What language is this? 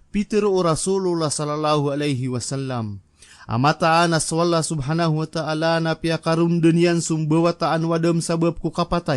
Maranao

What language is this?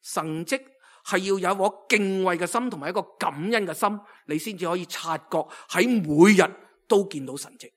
Cantonese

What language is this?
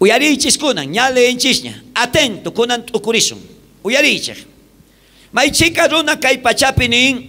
South Bolivian Quechua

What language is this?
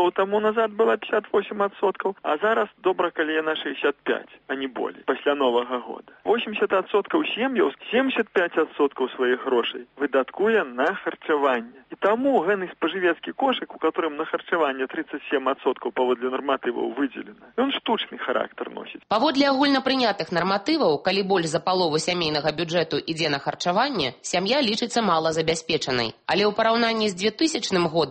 Belarusian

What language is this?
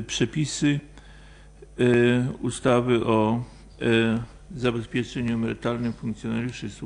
Polish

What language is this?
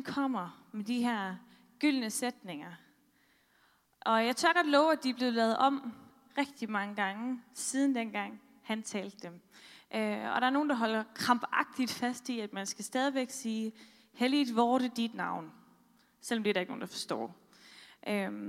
Danish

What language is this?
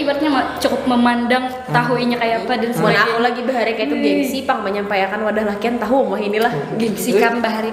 Banjar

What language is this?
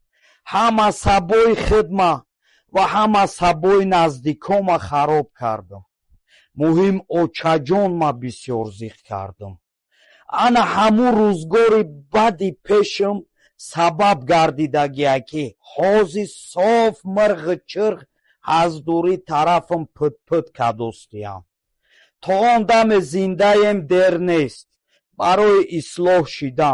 Tajik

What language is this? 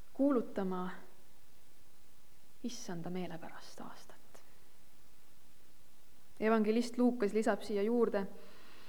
Estonian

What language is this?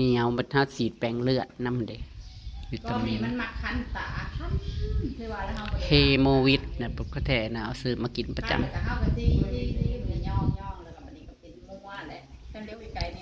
Northeastern Thai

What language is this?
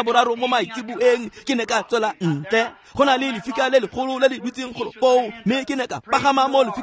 Tswana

